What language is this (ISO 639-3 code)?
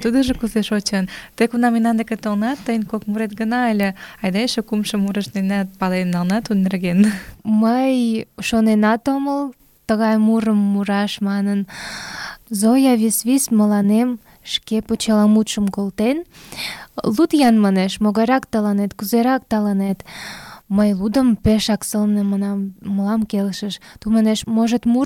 chm